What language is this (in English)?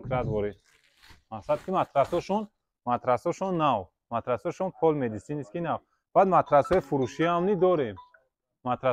Tajik